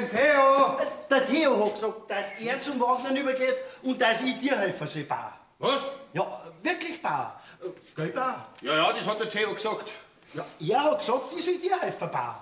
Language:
Bavarian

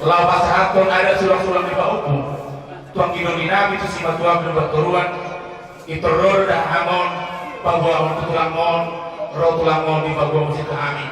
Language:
Batak Toba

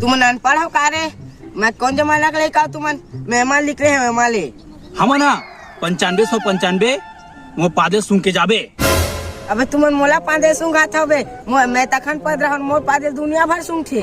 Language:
Chhattisgarhi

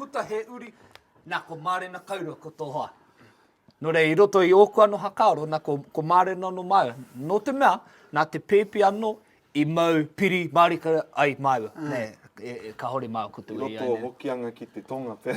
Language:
Māori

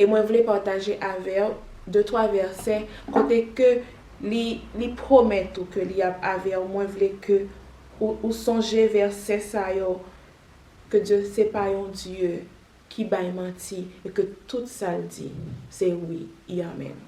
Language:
Haitian Creole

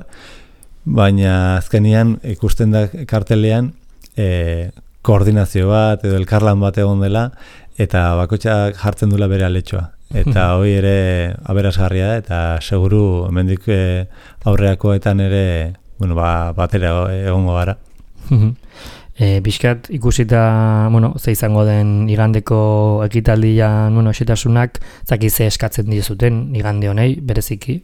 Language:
Basque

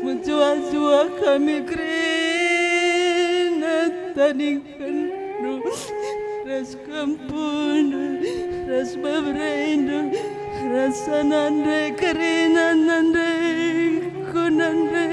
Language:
Batak Karo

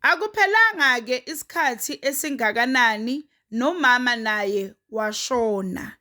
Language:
Zulu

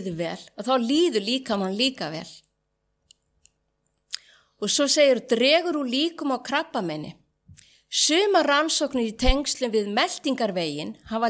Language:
Icelandic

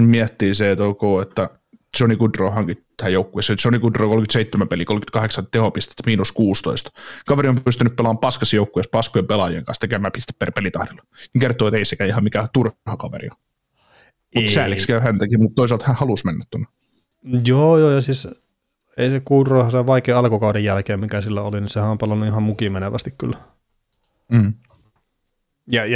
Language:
Finnish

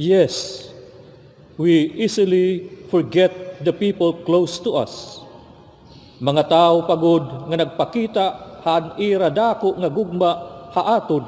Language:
Waray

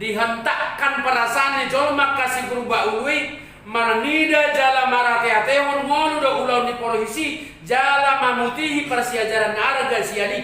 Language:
Batak Toba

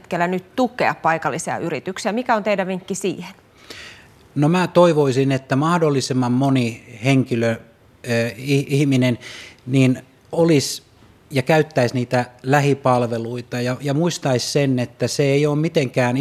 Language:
Finnish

